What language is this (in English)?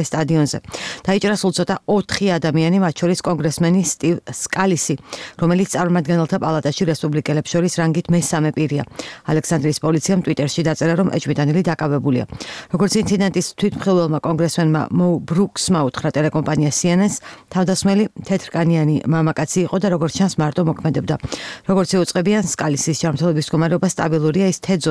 Georgian